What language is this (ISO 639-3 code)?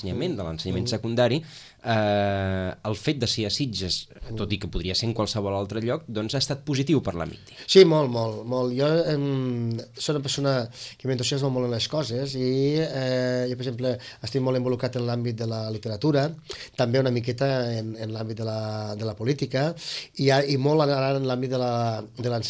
cat